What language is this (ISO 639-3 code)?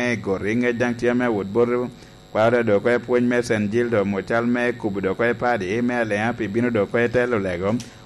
laj